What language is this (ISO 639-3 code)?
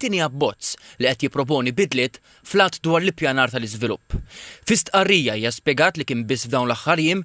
mlt